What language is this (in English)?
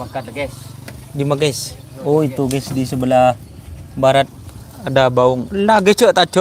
Madurese